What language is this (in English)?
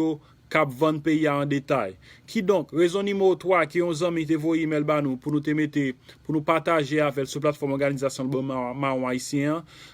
Haitian Creole